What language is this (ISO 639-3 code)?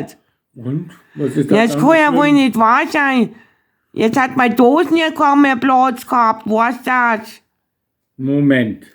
bar